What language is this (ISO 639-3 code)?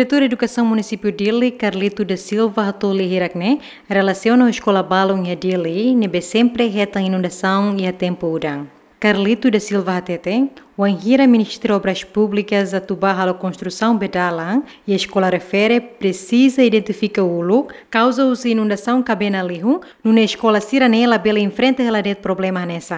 tet